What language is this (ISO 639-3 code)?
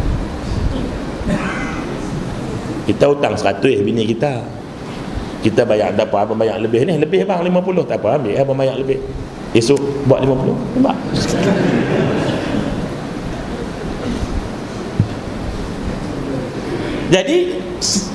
msa